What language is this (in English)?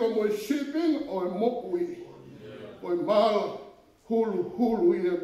Tongan